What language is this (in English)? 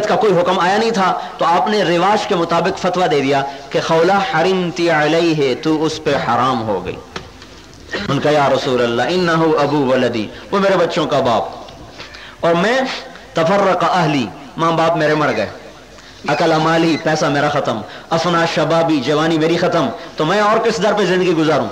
Urdu